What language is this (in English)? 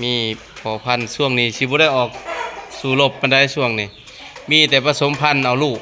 Lao